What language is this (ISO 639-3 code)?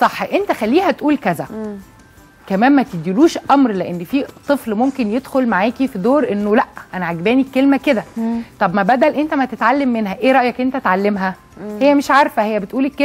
arz